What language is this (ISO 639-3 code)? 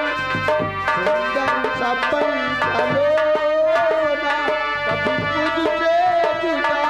hin